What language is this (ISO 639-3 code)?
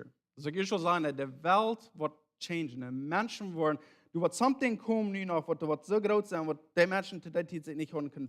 pdt